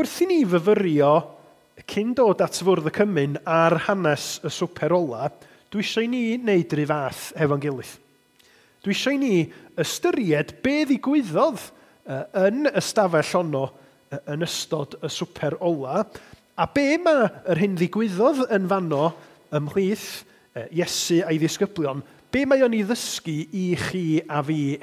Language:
Welsh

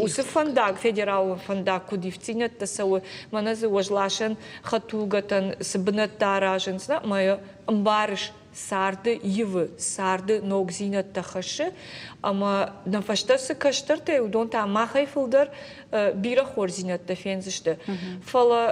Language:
Ossetic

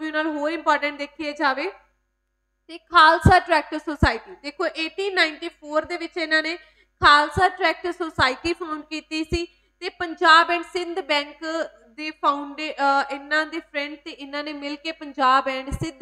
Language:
Punjabi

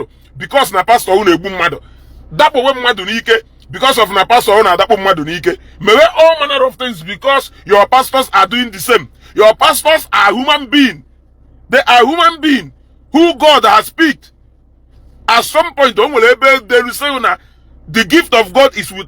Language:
Igbo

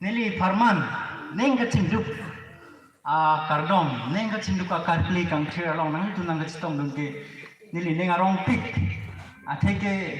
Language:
Karbi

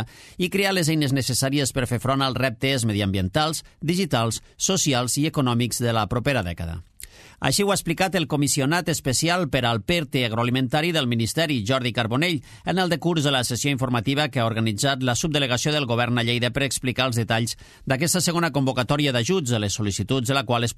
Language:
Catalan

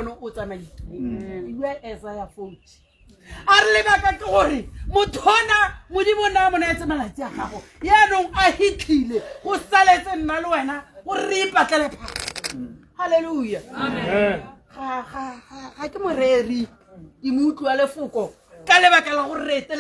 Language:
Tswana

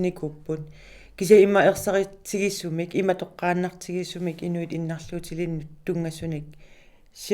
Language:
Kalaallisut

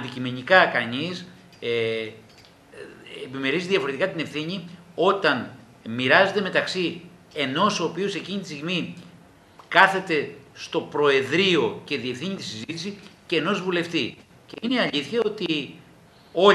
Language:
Greek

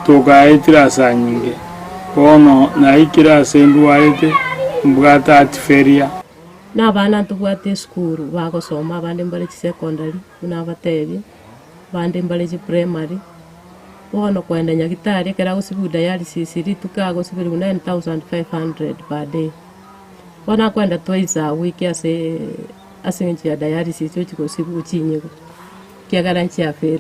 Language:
Gusii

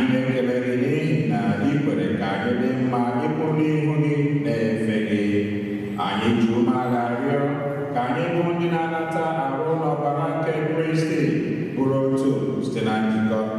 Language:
Igbo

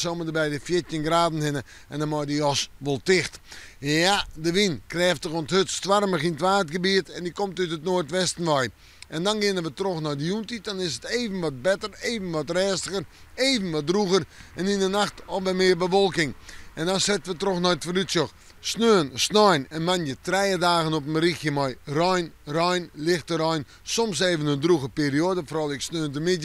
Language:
Western Frisian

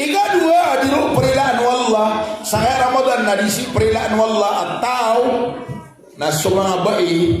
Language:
Maranao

